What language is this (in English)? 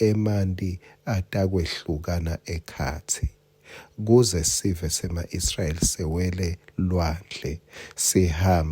Swati